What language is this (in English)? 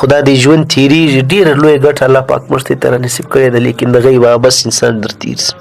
Pashto